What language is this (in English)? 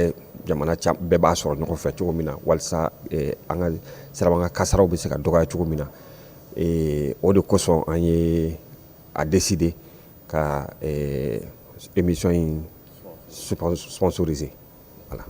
Bambara